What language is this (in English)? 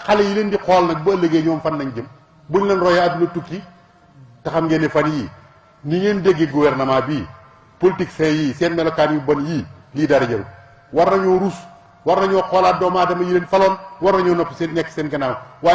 Wolof